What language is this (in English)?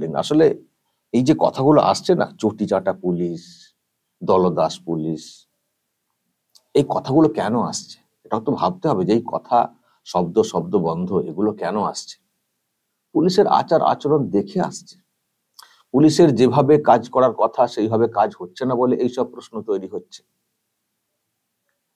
Bangla